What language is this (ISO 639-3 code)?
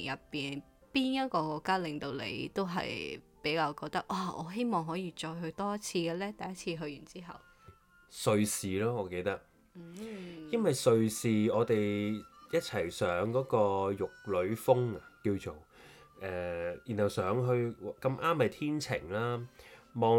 yue